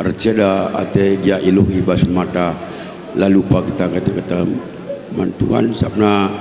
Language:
Batak Karo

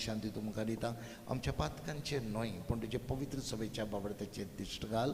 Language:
Konkani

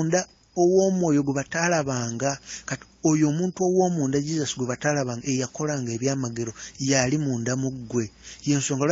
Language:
Ganda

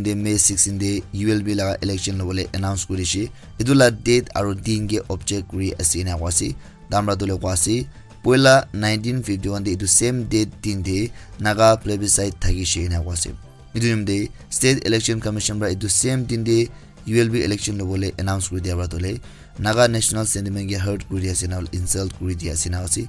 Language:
Naga Pidgin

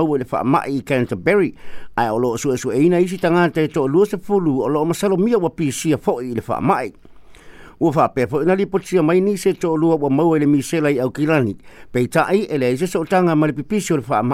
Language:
Samoan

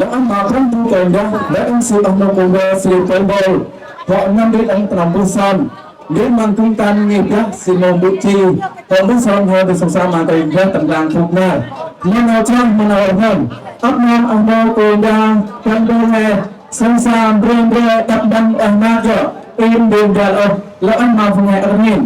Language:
Central Mnong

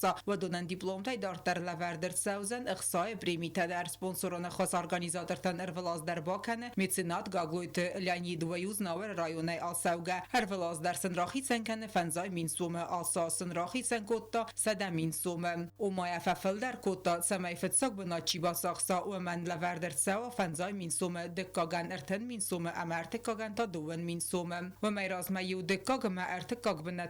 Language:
Ossetic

